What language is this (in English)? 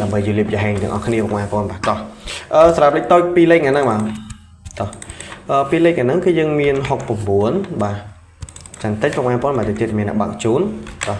Khmer